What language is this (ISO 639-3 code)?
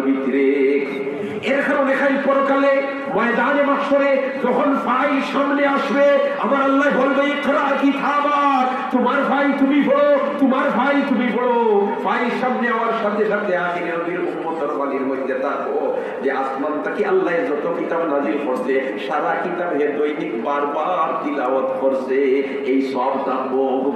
syl